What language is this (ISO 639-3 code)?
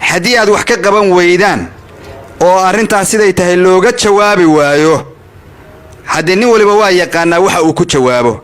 som